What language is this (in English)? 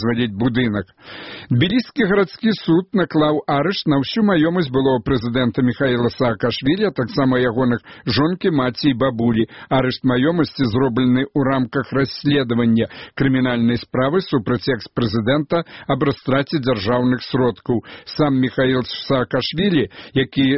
Belarusian